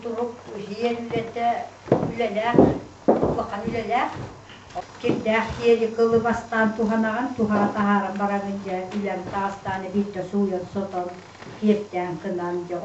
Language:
Yakut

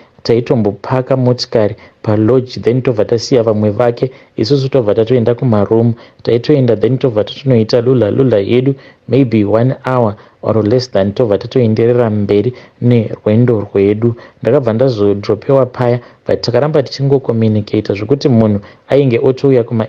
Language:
Shona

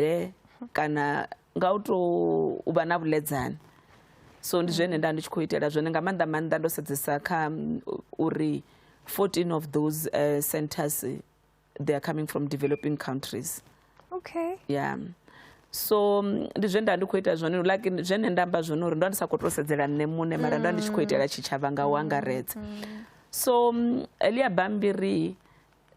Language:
Venda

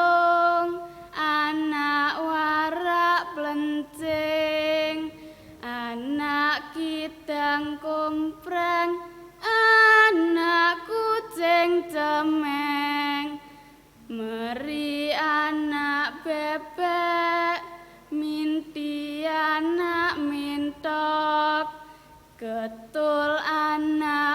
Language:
Javanese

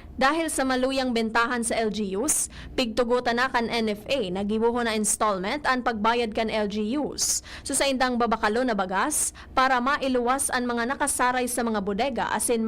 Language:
Bikol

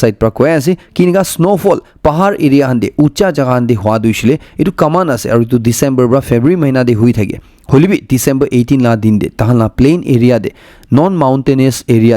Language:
Naga Pidgin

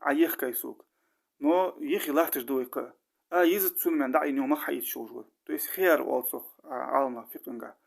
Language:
Ingush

